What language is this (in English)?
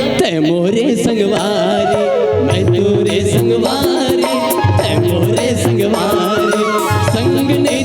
Chhattisgarhi